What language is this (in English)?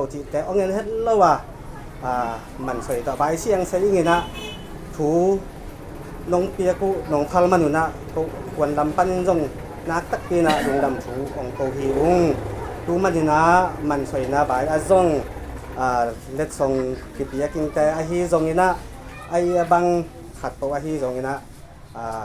Tedim Chin